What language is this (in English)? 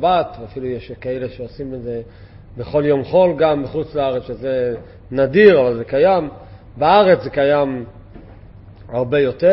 Hebrew